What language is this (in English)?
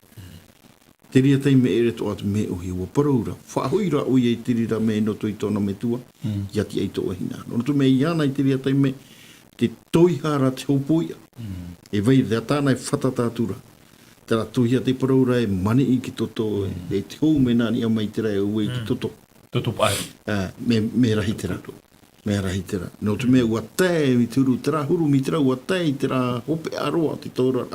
Tahitian